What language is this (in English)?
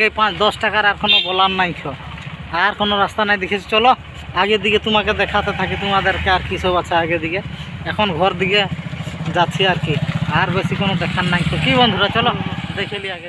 Santali